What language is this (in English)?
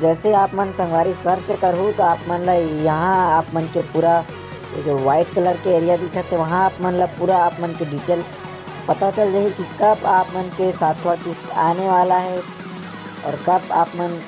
Chhattisgarhi